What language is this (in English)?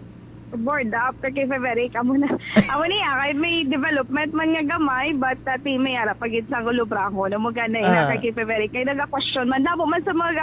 Hiligaynon